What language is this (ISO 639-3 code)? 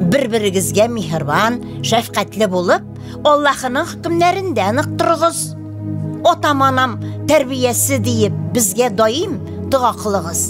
tat